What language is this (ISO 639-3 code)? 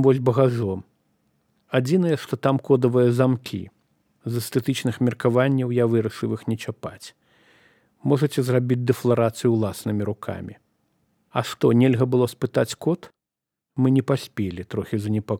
bel